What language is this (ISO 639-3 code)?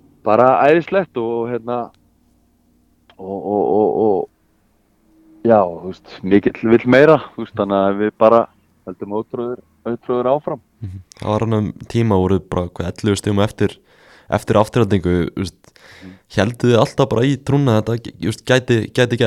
isl